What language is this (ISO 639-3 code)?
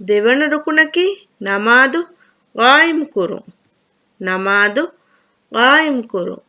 div